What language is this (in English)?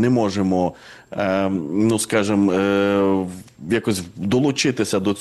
Ukrainian